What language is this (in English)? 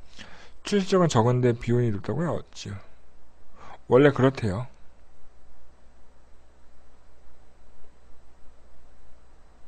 Korean